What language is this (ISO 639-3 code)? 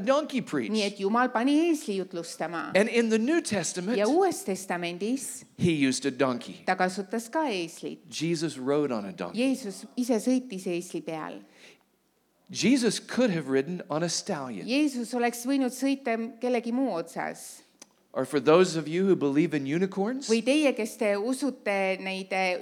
est